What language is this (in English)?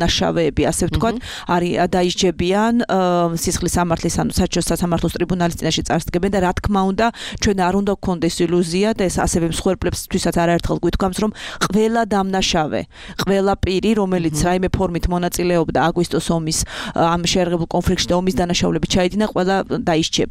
Georgian